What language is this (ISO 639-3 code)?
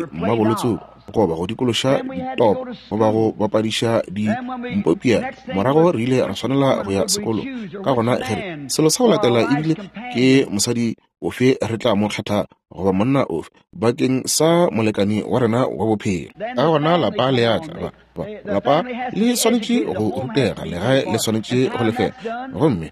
nso